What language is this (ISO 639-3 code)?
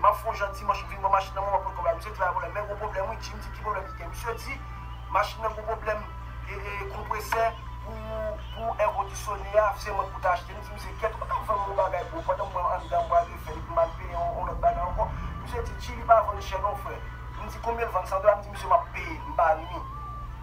hat